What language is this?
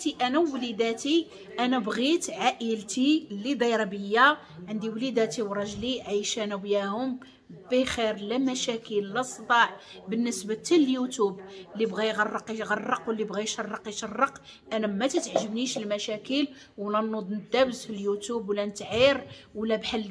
Moroccan Arabic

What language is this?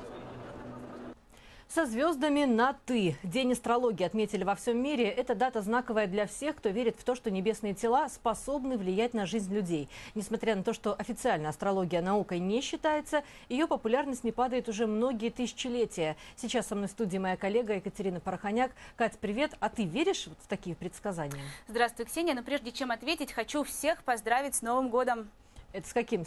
Russian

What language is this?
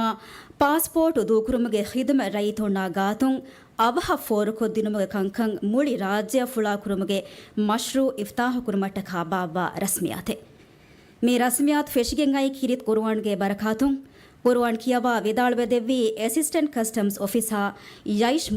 Divehi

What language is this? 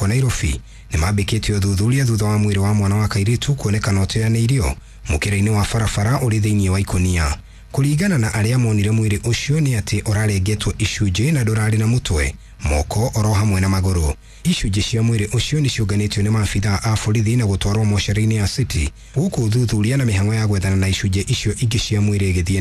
Kikuyu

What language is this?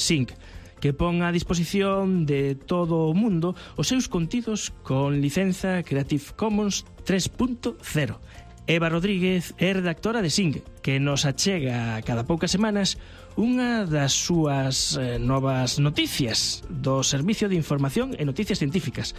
Galician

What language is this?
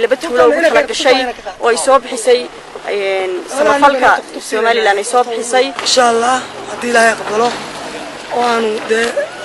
Somali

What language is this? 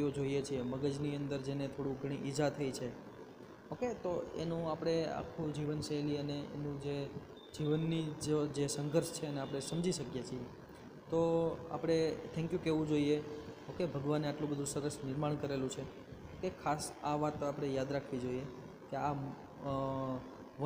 Gujarati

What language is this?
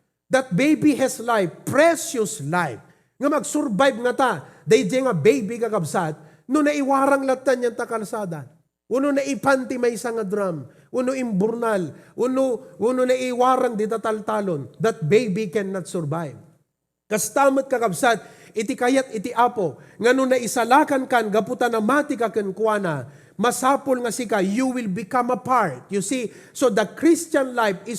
Iloko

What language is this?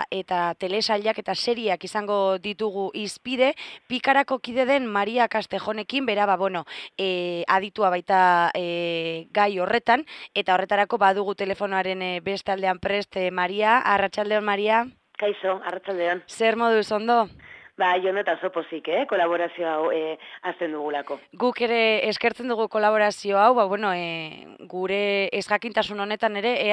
Basque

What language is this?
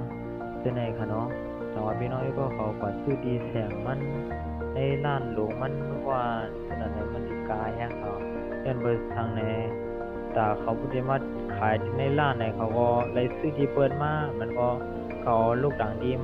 Shan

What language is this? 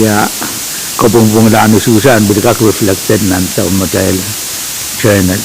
Pohnpeian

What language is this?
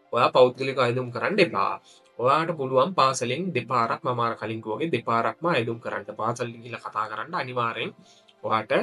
Sinhala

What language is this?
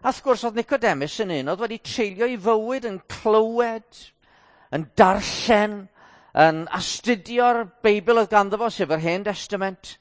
Welsh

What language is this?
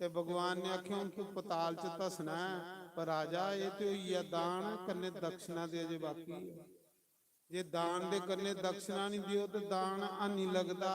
Dogri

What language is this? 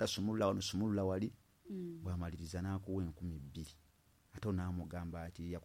Ganda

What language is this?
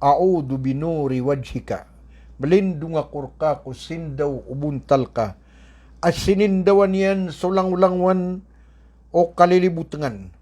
Maranao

